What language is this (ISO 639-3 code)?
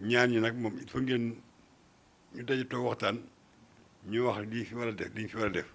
wol